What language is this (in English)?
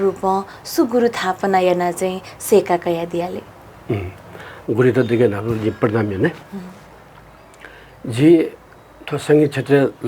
Newari